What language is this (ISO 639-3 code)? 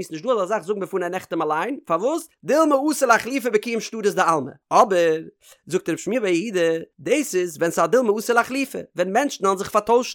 yid